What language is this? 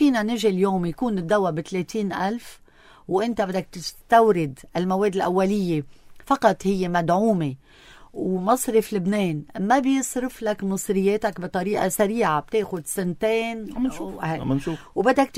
North Levantine Arabic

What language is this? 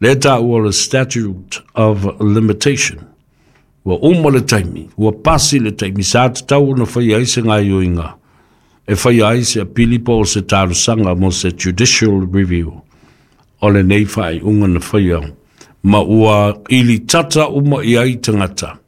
Samoan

